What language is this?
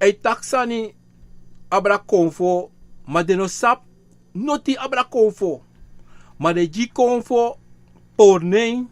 Sranan Tongo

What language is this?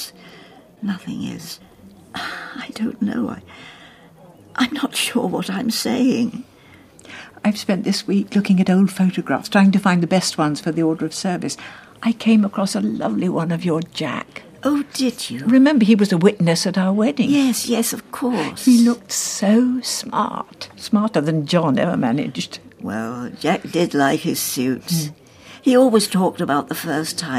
English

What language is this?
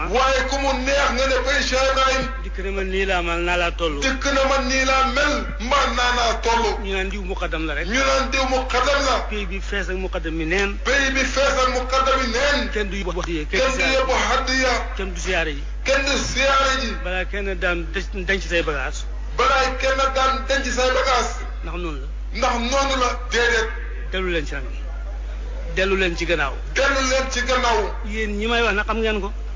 Wolof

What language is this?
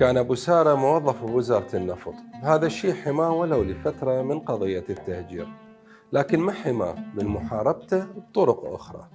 Mesopotamian Arabic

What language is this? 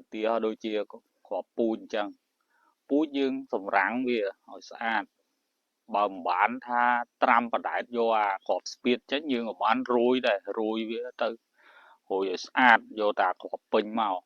Khmer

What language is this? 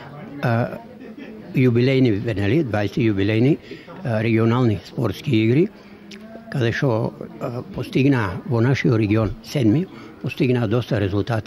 Macedonian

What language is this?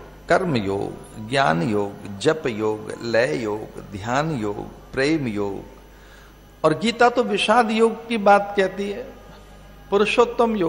Hindi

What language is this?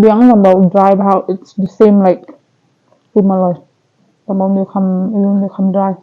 Khasi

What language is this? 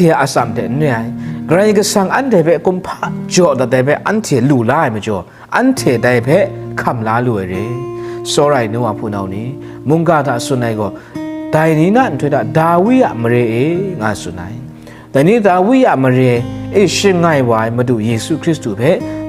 Kachin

